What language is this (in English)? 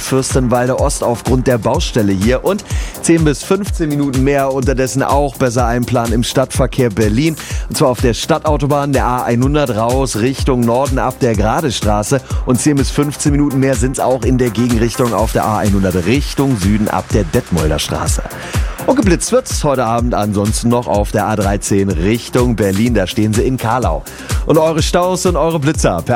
German